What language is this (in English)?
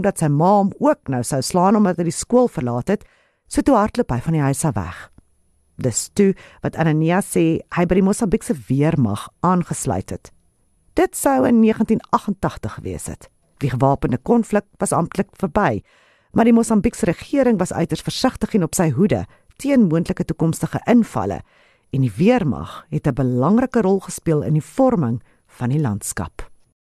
Afrikaans